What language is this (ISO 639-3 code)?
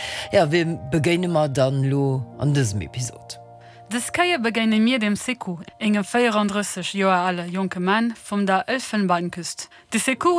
ltz